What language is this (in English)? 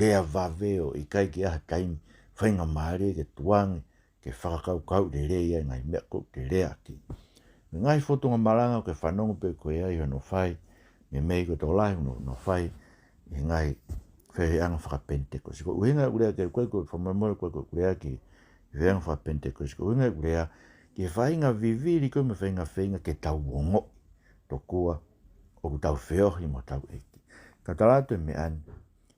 Tongan